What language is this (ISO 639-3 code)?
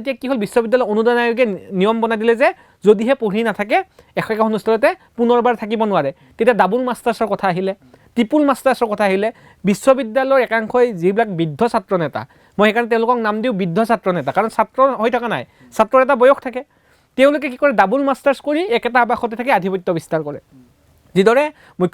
asm